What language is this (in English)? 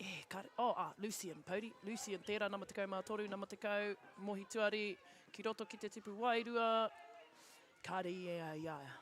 Māori